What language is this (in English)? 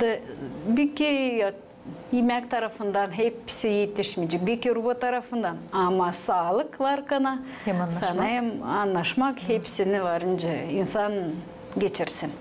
Gagauz